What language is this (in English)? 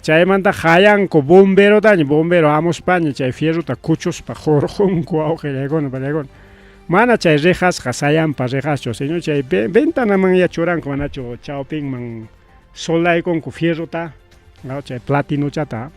Ayacucho Quechua